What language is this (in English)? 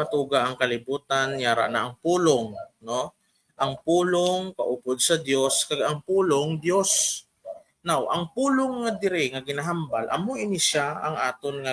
Hiligaynon